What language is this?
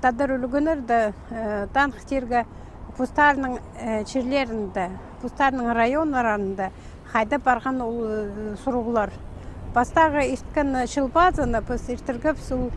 Khakas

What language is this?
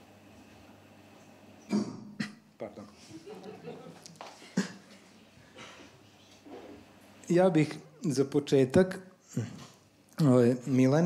Serbian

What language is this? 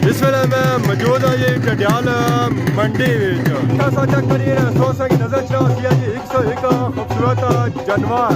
Pahari-Potwari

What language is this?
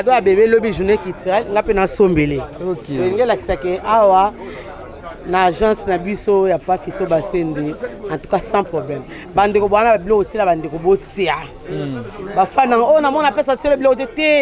Lingala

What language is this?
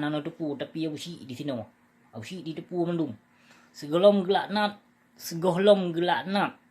Achinese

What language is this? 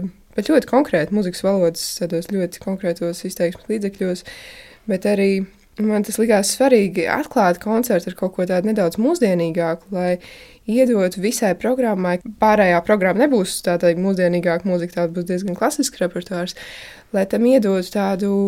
Latvian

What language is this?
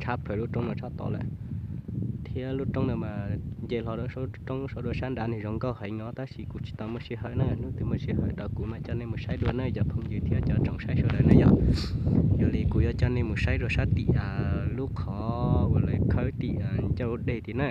Hmong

